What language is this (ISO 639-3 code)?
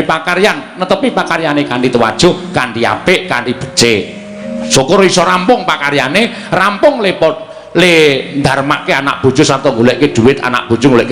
jav